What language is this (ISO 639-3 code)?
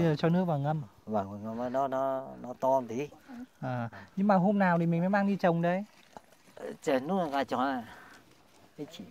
vie